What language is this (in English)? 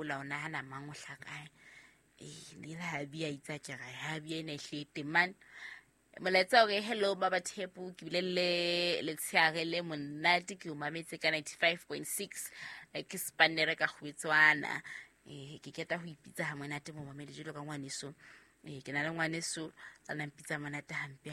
Southern Sotho